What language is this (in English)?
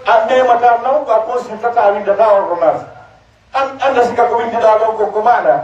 Pular